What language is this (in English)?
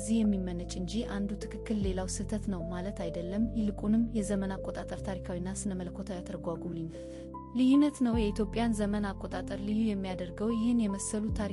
Amharic